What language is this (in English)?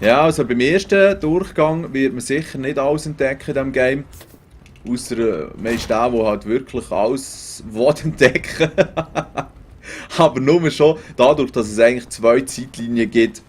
Swiss German